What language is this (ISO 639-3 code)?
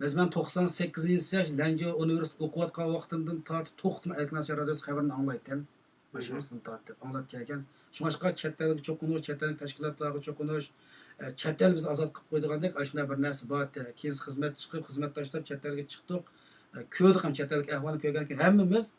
uig